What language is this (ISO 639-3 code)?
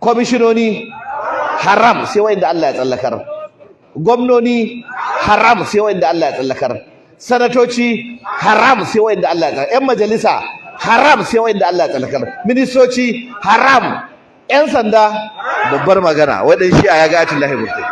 hau